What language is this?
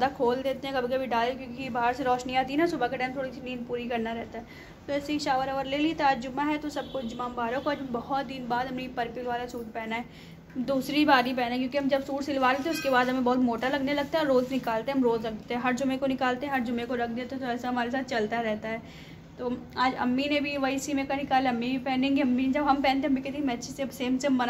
Hindi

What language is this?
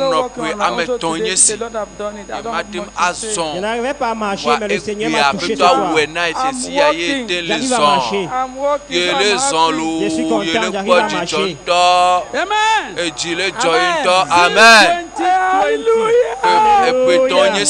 Ewe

